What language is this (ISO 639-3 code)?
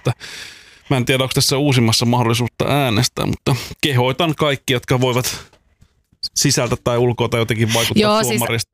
fin